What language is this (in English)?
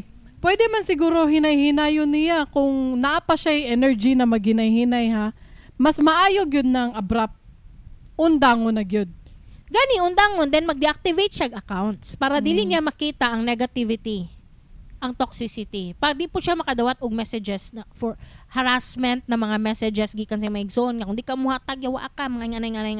Cebuano